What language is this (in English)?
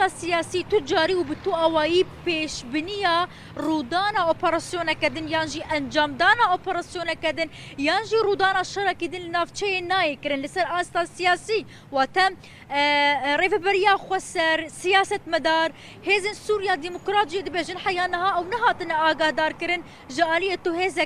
Kurdish